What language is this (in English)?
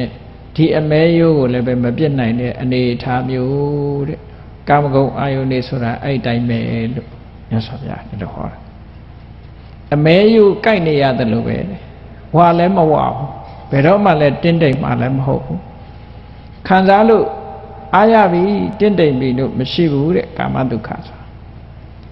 Burmese